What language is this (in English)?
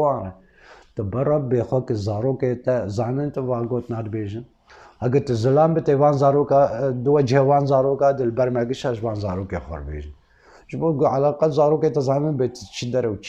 Kurdish